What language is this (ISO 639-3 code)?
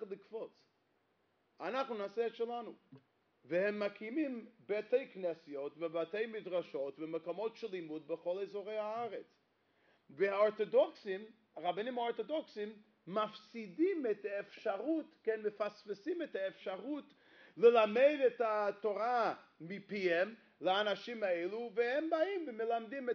heb